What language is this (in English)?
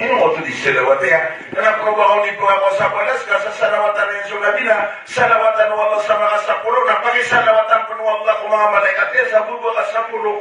Maranao